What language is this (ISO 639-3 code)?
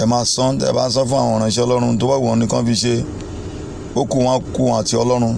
yor